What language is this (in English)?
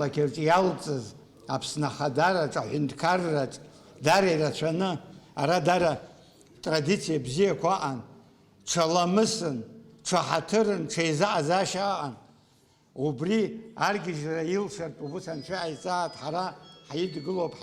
Abkhazian